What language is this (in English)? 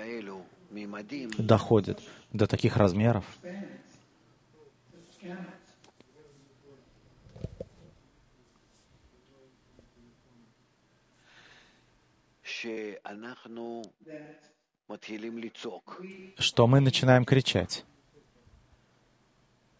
Russian